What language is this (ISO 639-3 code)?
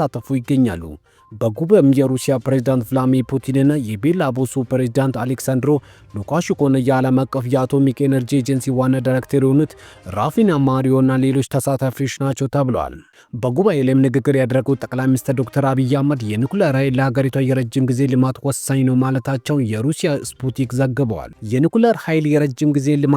amh